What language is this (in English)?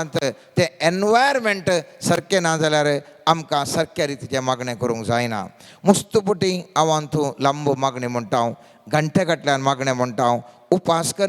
Konkani